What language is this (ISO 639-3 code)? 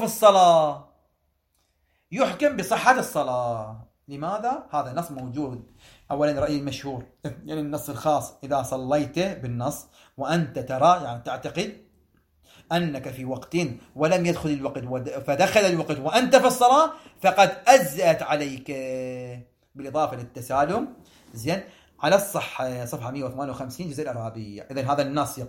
ara